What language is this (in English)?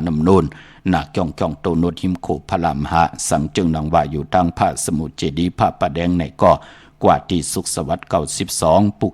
Shan